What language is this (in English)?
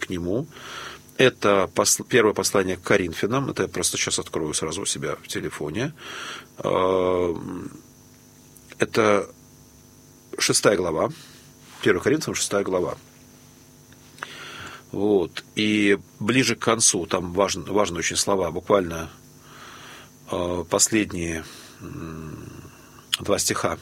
Russian